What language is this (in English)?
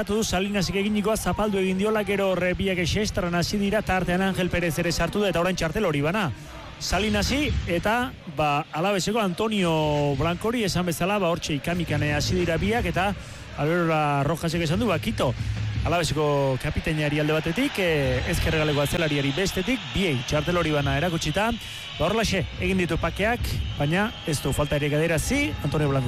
Basque